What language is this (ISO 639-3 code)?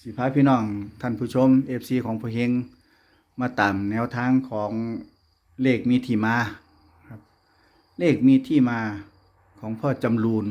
tts